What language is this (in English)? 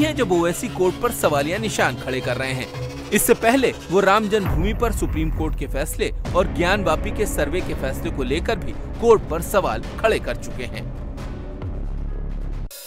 Hindi